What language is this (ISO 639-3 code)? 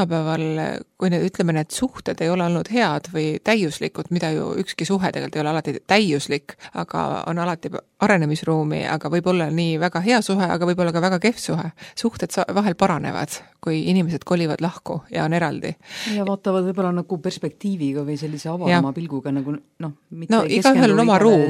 est